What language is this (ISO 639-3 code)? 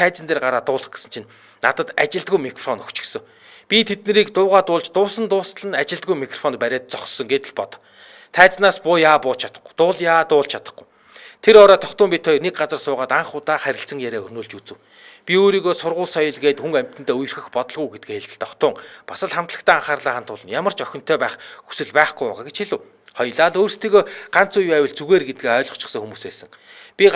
mon